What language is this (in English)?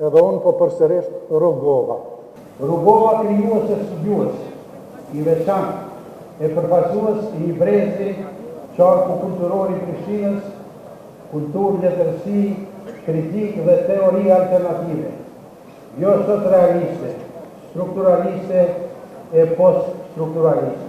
Albanian